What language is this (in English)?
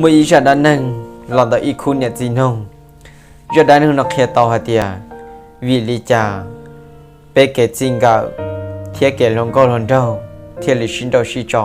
Hmong